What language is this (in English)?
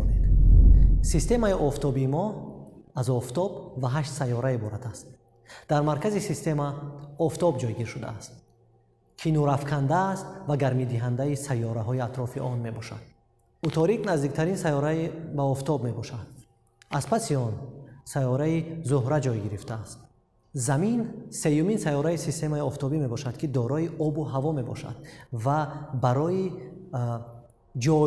Tajik